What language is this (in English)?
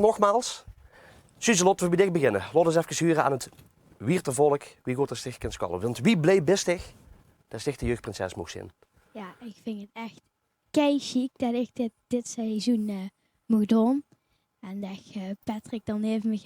Limburgish